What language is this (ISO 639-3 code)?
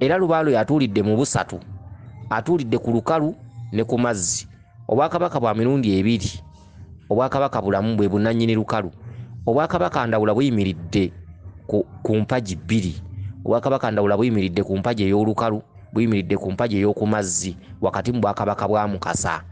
lug